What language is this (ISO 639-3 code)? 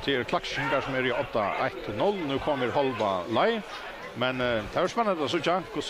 fao